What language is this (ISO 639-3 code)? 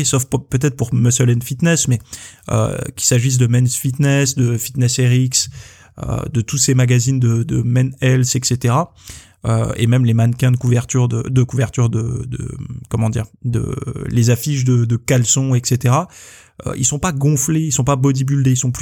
fra